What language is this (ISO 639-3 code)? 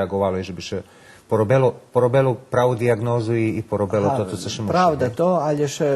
rue